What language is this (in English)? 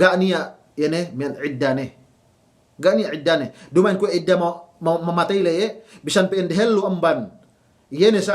Yakan